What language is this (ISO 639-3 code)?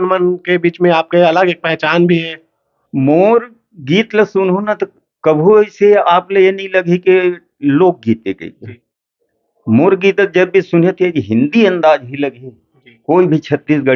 hne